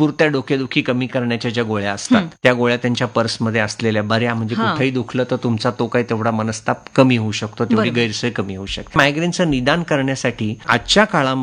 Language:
Marathi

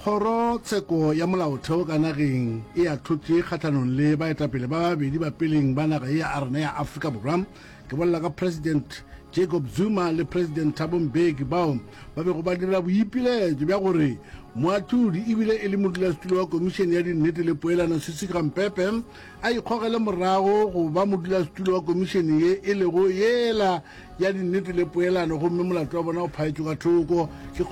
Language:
Northern Sotho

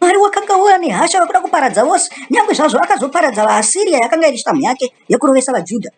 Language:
Shona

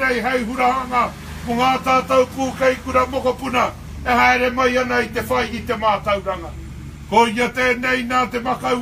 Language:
Māori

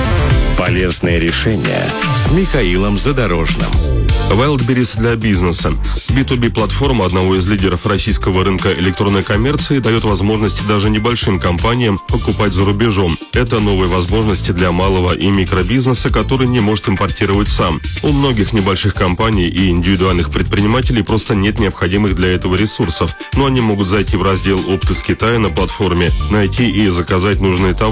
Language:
Russian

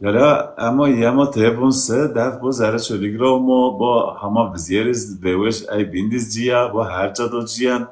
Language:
Zaza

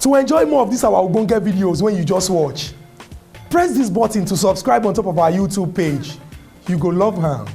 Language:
Nigerian Pidgin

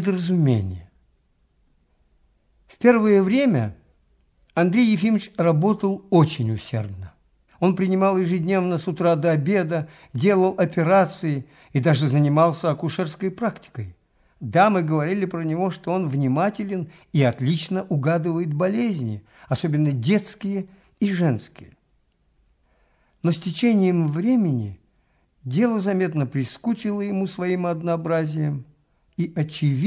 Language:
Russian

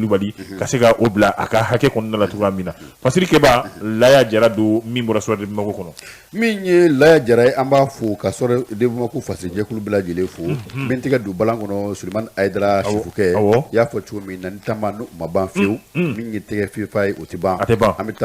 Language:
Bambara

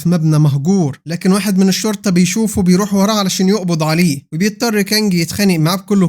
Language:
Egyptian Arabic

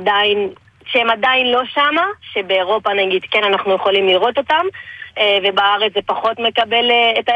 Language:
Hebrew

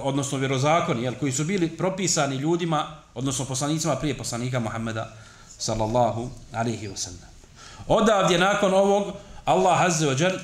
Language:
Bosnian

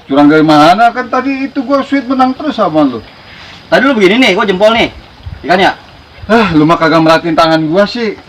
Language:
Betawi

